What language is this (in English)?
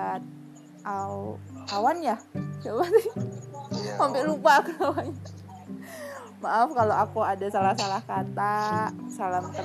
Indonesian